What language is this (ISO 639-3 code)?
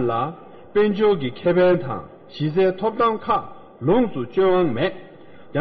bod